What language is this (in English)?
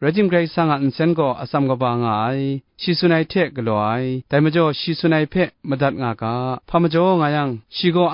Kachin